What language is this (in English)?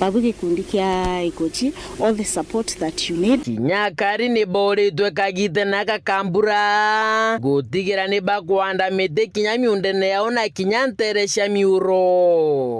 Meru